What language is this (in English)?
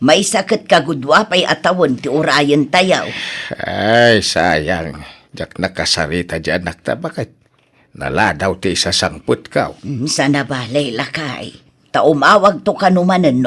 Iloko